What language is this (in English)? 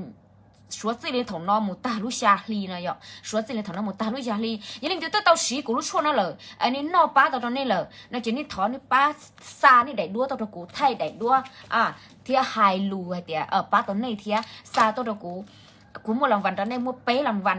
Hmong